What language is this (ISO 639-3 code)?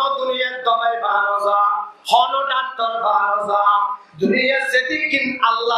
rhg